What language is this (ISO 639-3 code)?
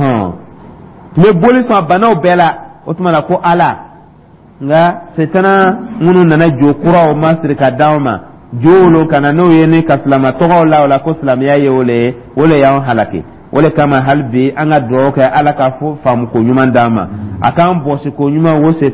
dyu